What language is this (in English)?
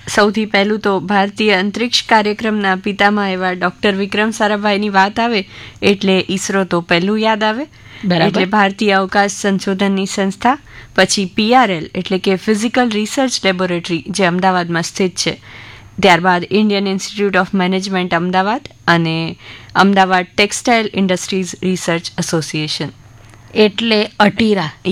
Gujarati